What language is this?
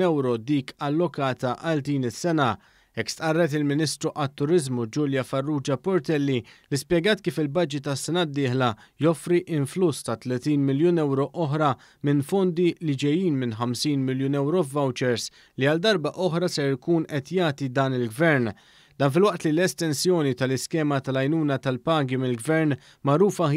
Maltese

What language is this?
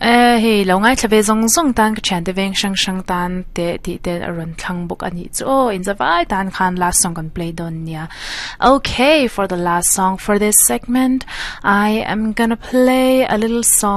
Mizo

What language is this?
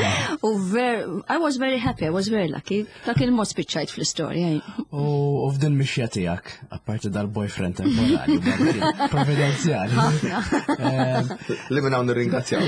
Maltese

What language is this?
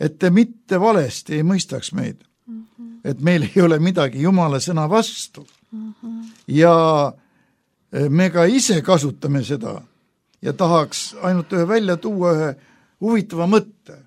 Estonian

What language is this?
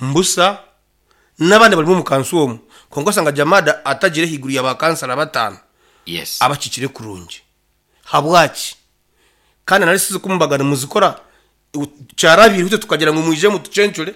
Nyankole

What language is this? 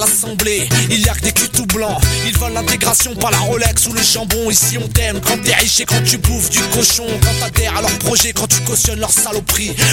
French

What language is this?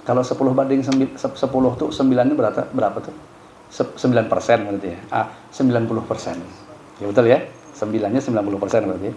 Banjar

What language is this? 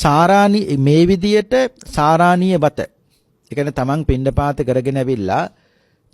Sinhala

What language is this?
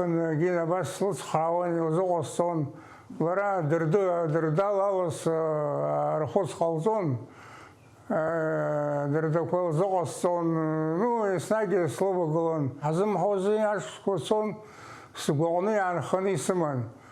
Abkhazian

